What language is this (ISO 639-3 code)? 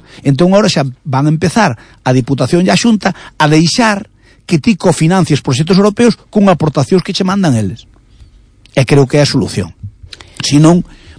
glg